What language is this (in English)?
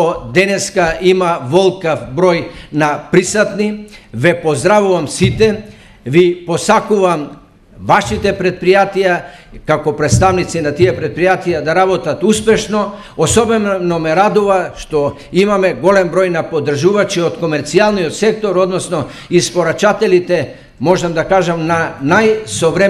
Macedonian